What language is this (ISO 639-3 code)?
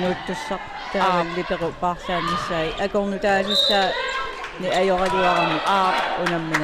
kal